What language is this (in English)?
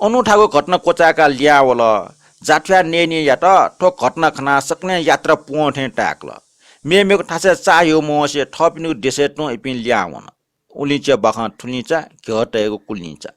Newari